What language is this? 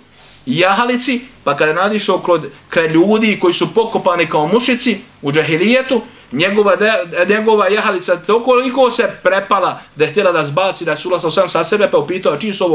Bosnian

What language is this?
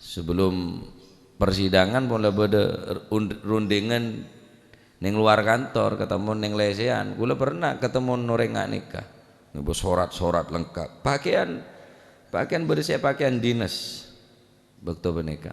Madurese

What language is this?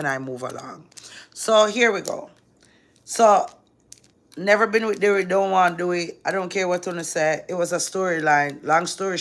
Jamaican Creole English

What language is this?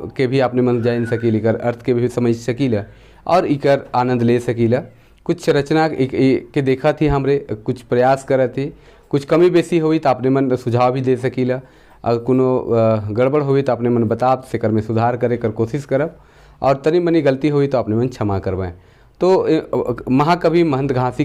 Sadri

